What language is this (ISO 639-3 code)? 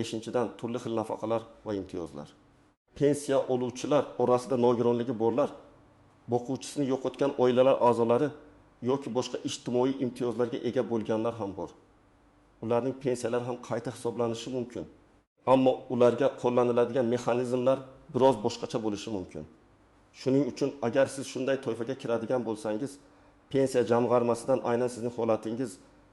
uzb